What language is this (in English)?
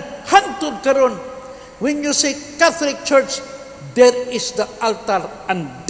Cebuano